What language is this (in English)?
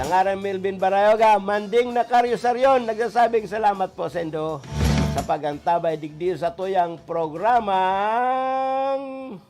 Bikol